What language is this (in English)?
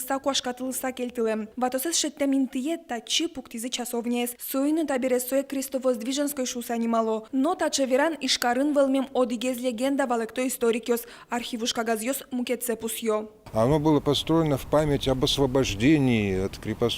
Udmurt